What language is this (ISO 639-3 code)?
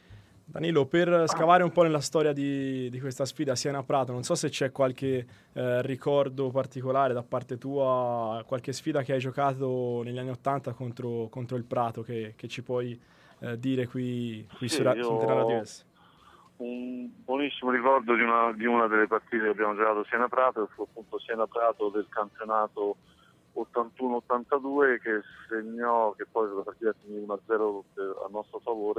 ita